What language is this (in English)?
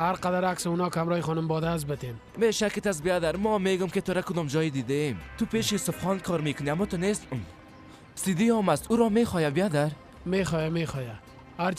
Persian